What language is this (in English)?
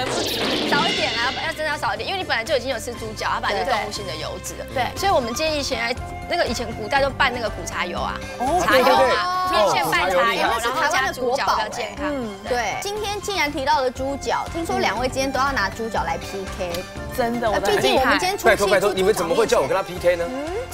Chinese